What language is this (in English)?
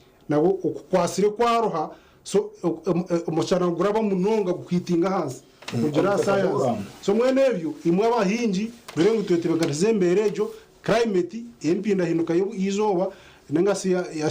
Nyankole